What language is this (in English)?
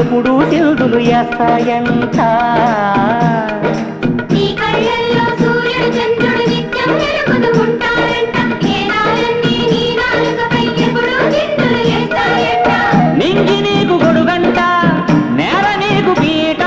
Telugu